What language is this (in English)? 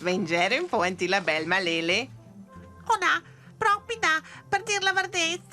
Romansh